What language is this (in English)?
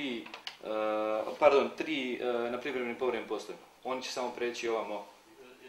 Serbian